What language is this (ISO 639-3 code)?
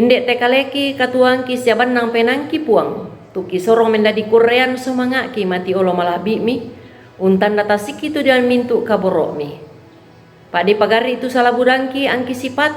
sda